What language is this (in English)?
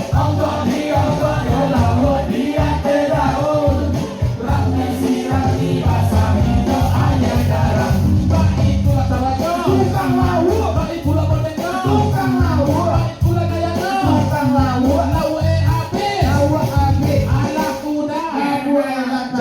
Minangkabau